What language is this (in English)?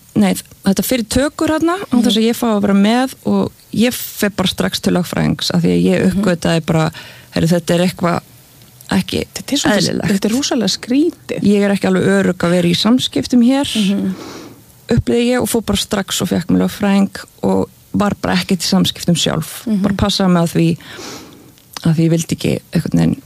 Icelandic